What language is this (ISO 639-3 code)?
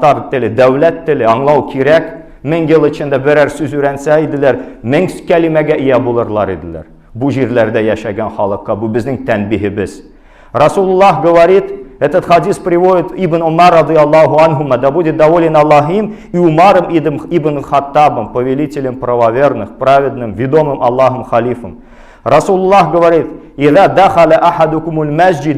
tat